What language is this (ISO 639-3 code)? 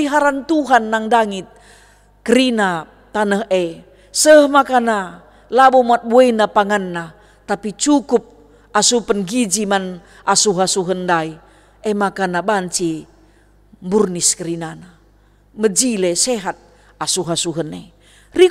btx